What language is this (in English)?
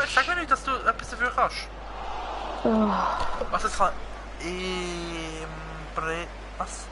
Swiss German